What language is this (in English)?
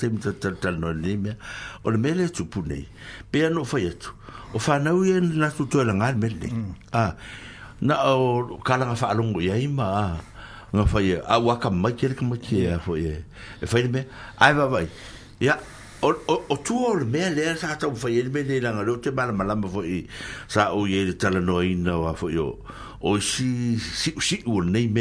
Samoan